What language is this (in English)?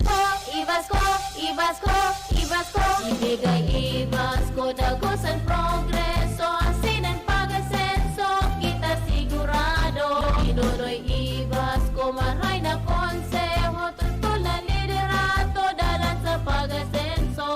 Bikol